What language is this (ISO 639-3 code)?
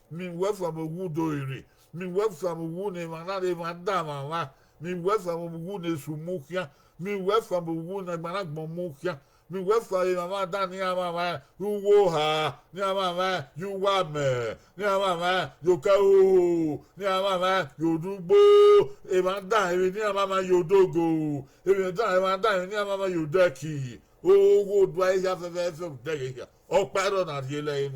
bin